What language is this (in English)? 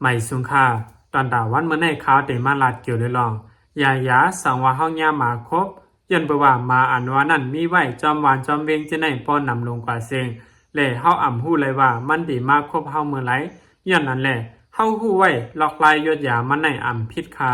Lao